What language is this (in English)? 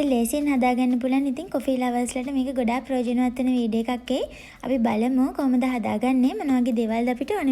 Sinhala